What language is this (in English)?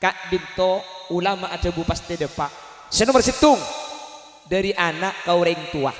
Madurese